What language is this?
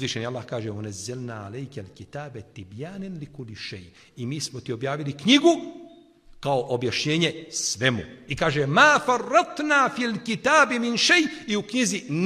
Bosnian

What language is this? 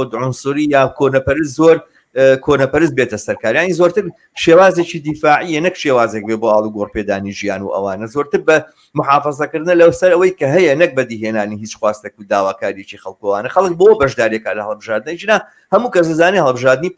Central Kurdish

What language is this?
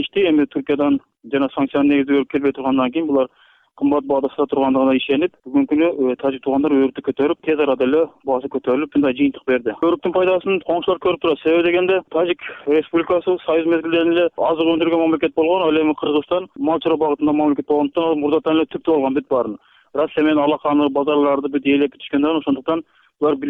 Kyrgyz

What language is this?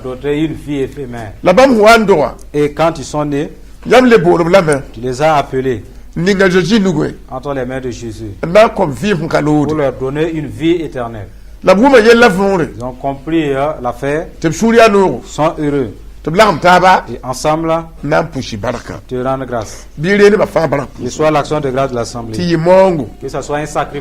Mossi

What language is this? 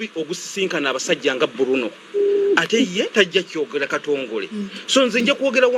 Ganda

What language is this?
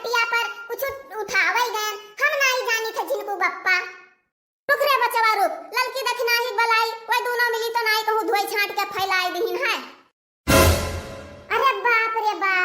Awadhi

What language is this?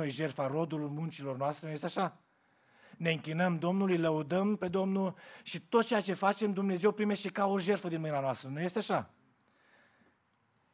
Romanian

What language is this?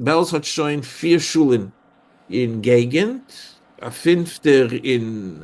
Yiddish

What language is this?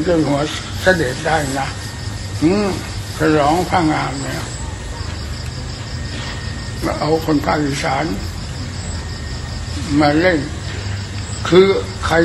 Thai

